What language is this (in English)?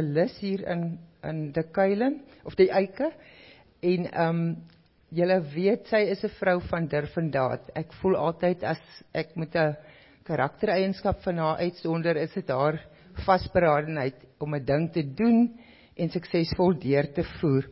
Afrikaans